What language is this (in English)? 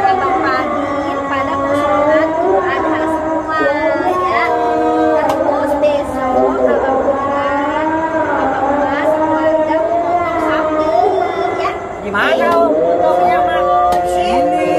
Betawi